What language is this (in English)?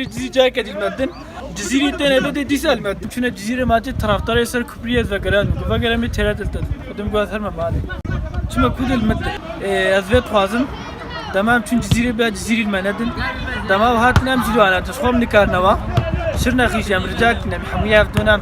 Kurdish